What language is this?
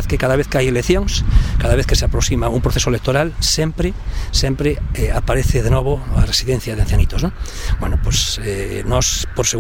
Galician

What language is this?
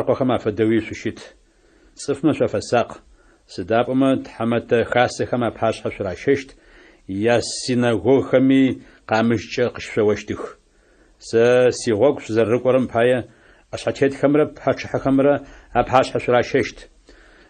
Adyghe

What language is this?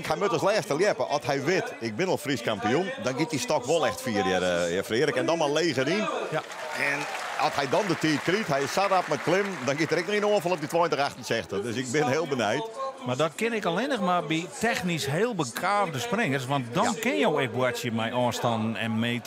Western Frisian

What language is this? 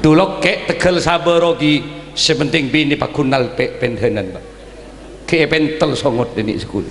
Madurese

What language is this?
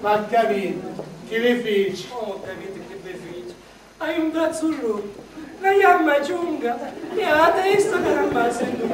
Sicilian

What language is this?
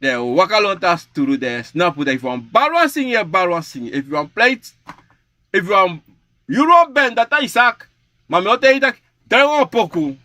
Sranan Tongo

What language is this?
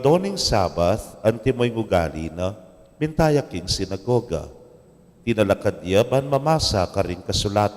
Pampanga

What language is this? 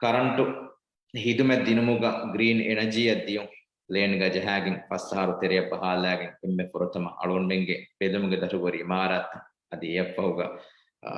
Divehi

